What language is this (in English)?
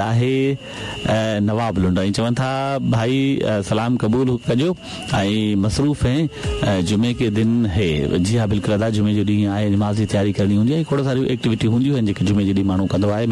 Sindhi